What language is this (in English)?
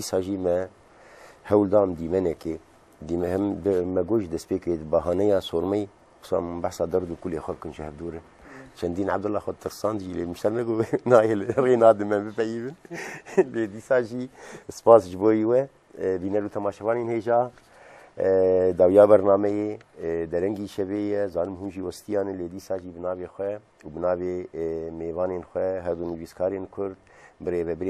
Kurdish